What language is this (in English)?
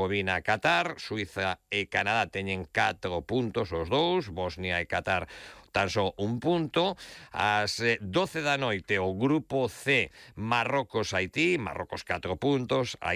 Galician